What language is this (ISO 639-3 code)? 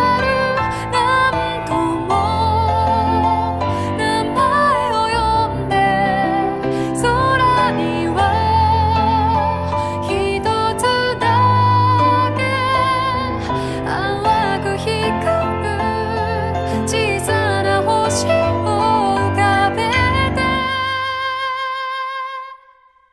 jpn